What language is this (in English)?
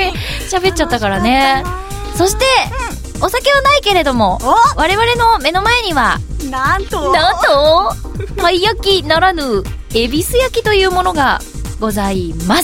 Japanese